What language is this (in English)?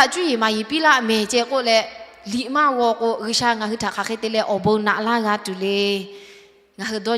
Lahu